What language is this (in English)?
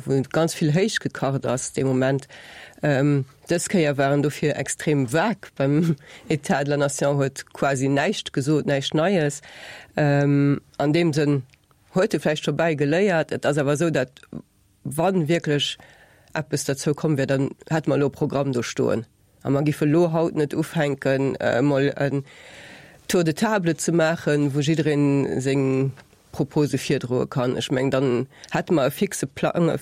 Luxembourgish